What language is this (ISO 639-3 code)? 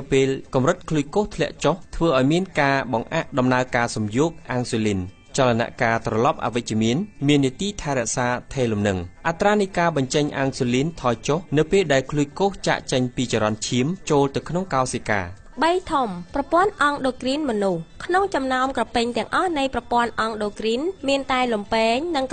khm